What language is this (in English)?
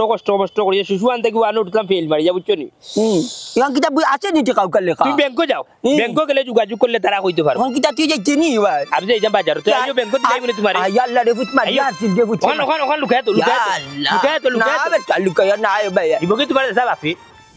Sylheti